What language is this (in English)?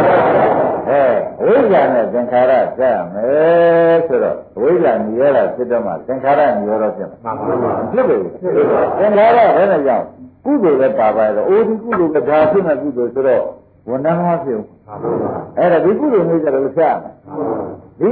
Burmese